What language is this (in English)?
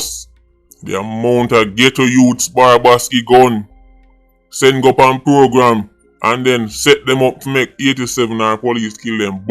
Jamaican Creole English